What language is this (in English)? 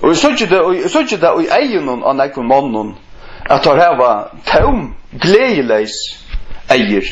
Faroese